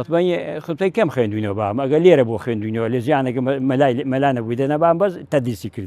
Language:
Central Kurdish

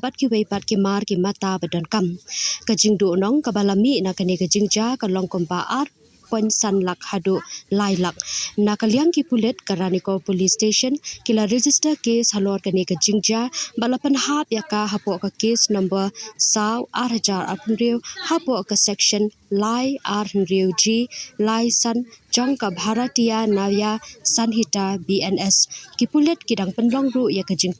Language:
Khasi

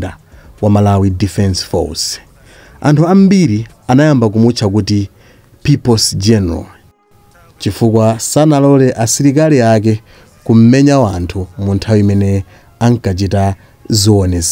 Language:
Nyanja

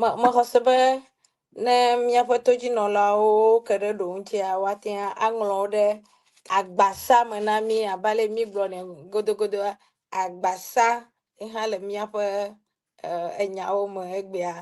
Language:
Ewe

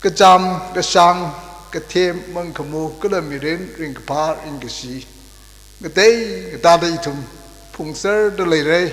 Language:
Tangkhul Naga (India)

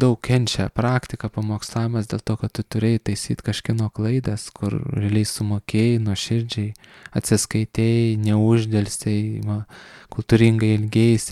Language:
Lithuanian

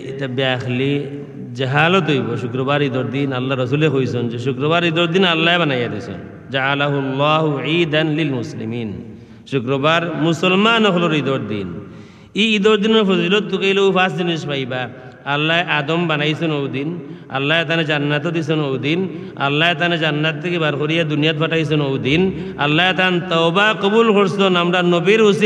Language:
Sylheti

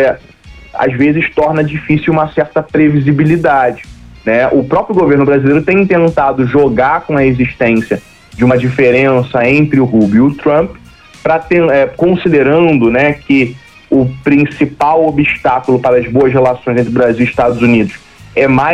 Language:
Portuguese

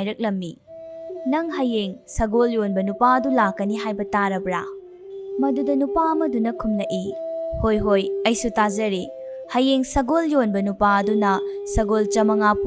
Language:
Manipuri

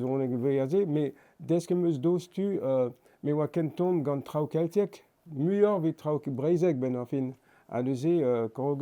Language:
Breton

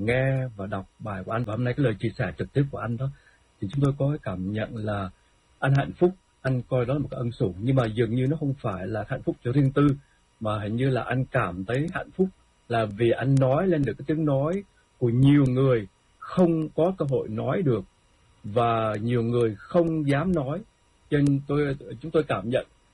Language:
Vietnamese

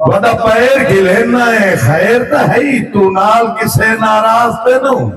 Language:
Saraiki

